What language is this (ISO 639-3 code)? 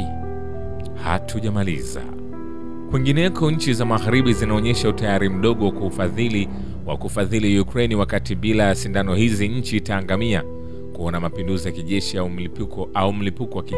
swa